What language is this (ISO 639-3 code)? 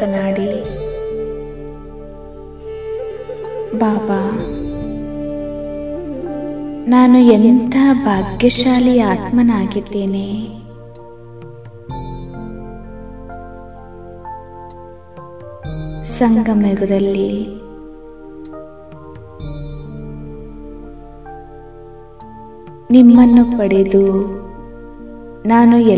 kan